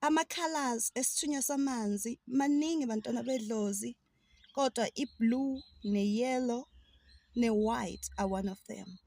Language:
Zulu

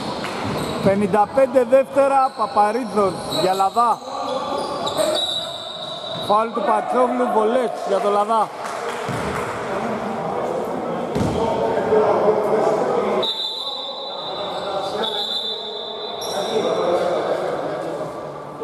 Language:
Greek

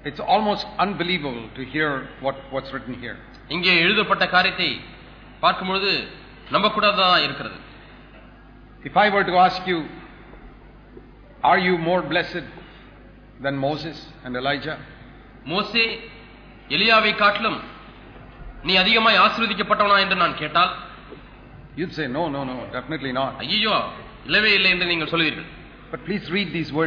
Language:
Tamil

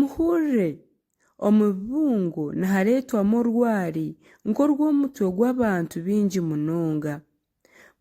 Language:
Nyankole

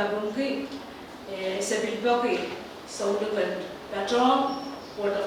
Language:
Pohnpeian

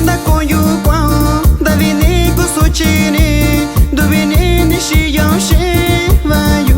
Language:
Metlatónoc Mixtec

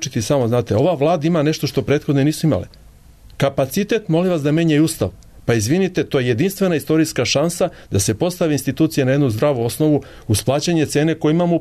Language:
Serbian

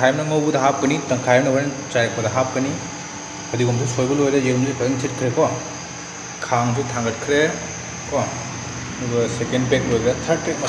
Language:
Manipuri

